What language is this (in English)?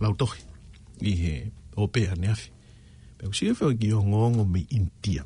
Tongan